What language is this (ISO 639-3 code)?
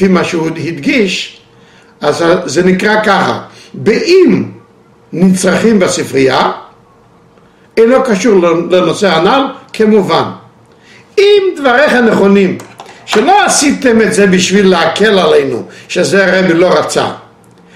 heb